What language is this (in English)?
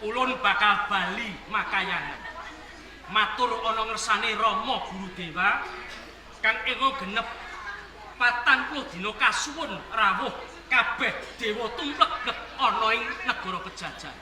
Javanese